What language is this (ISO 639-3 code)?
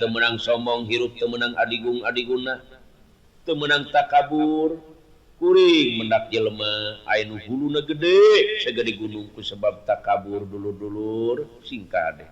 sun